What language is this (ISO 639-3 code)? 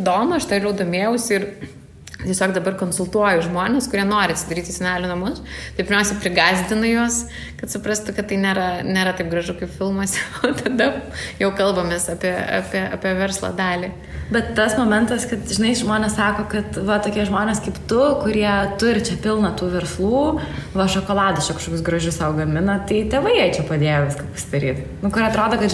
lit